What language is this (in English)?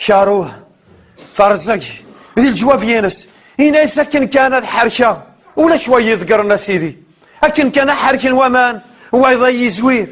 Kabyle